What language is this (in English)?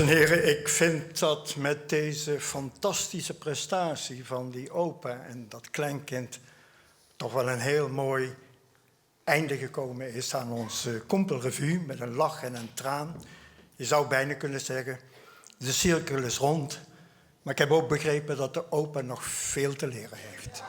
Limburgish